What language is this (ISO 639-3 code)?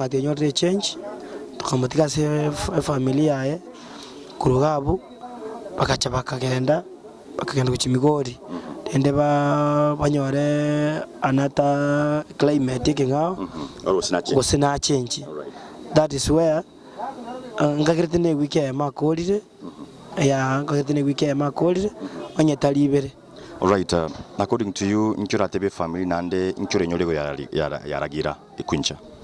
guz